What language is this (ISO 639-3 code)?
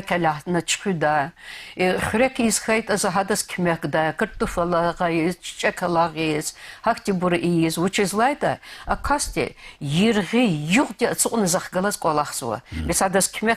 lez